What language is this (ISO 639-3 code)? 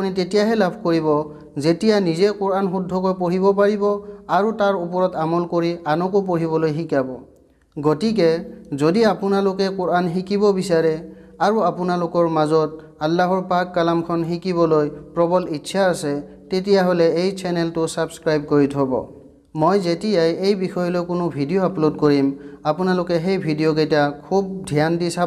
asm